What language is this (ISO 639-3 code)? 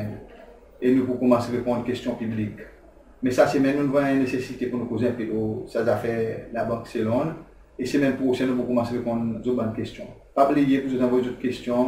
crs